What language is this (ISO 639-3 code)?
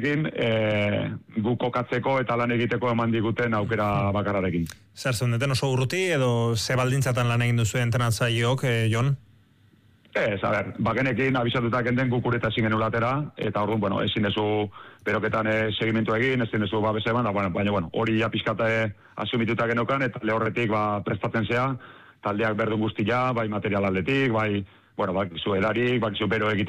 eus